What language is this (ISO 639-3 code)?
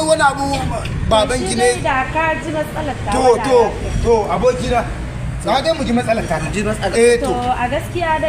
hau